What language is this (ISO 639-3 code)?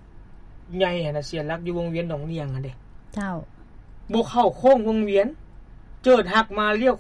lao